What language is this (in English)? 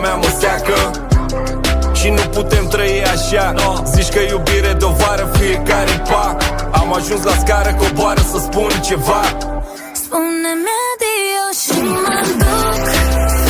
Romanian